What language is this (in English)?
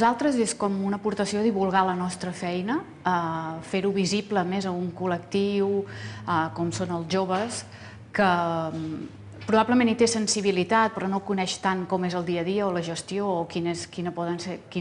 Catalan